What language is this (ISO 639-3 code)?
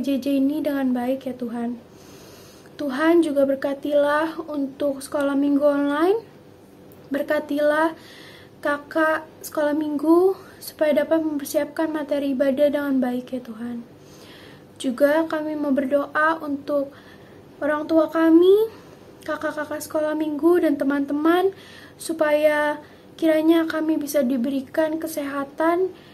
ind